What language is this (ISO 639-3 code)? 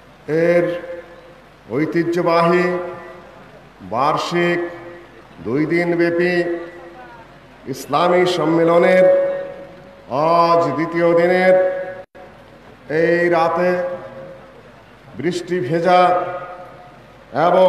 ben